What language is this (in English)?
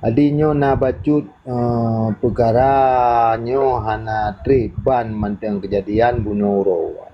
Achinese